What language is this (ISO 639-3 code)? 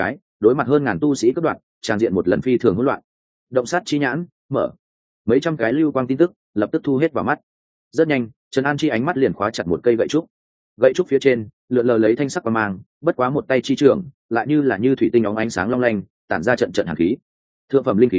vie